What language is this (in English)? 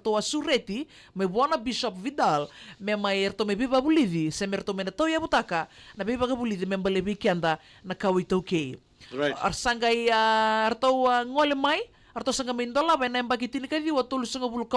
Fijian